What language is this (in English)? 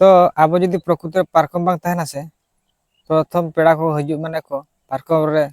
Santali